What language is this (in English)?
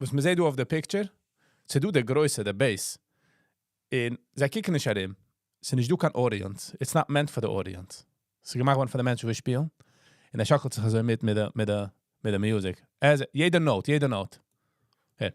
Yiddish